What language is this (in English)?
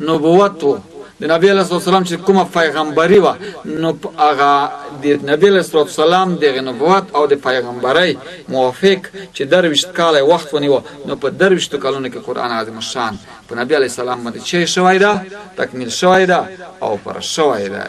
Pashto